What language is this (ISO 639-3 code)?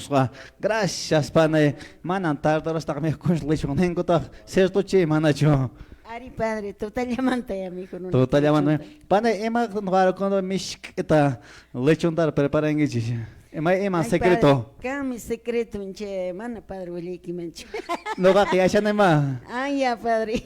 que